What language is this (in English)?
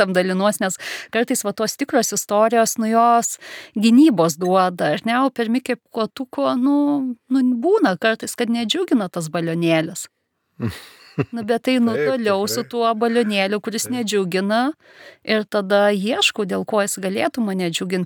Lithuanian